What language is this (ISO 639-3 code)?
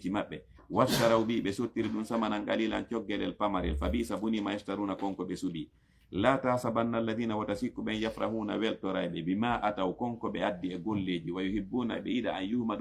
ful